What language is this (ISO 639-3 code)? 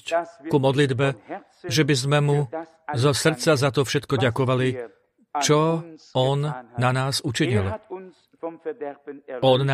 slk